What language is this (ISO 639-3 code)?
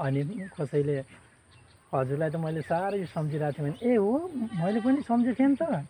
nep